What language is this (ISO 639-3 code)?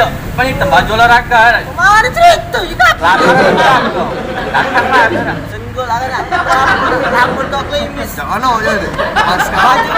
mui